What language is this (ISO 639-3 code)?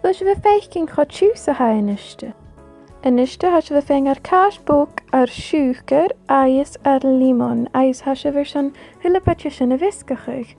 gla